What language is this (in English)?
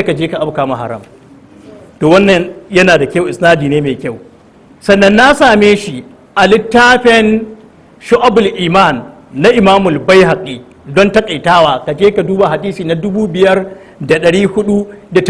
Hausa